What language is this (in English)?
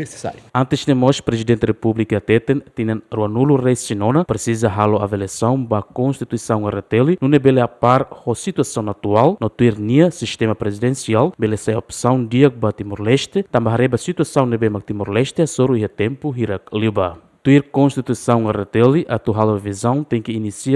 Tetum